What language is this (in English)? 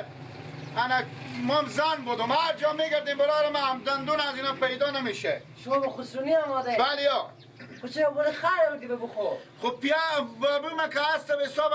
Persian